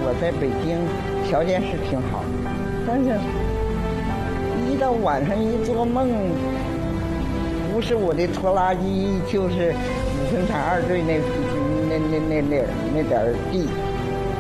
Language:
Chinese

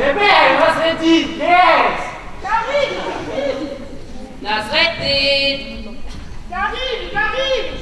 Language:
Occitan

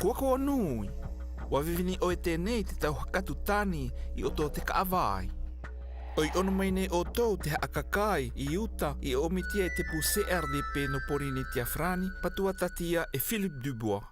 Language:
South Marquesan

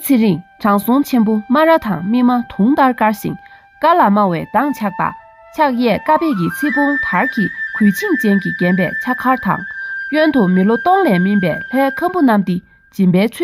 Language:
Tibetan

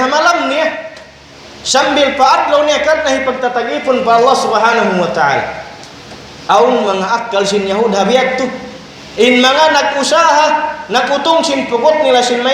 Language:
Tausug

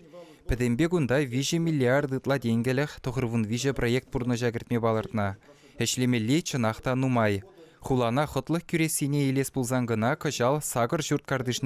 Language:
Chuvash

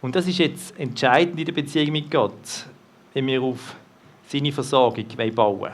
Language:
Swiss German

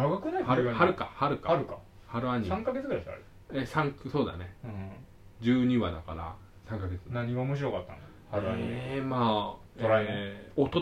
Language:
Japanese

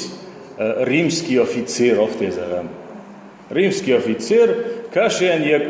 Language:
Ossetic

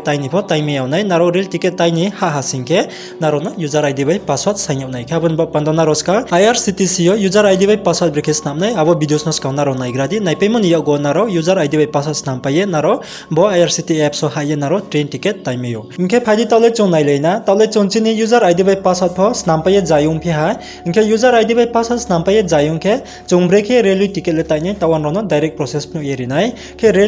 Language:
Riang (India)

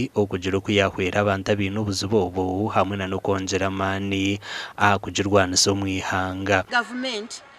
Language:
Nyankole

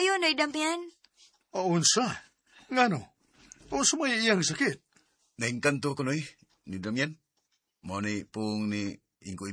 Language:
Cebuano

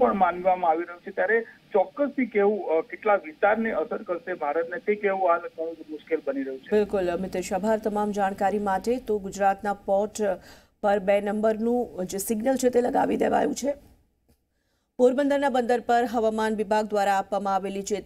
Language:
Gujarati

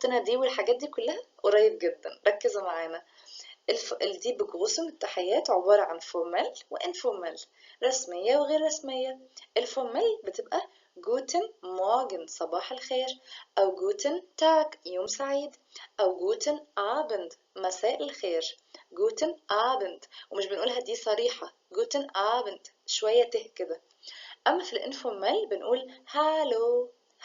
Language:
Egyptian Arabic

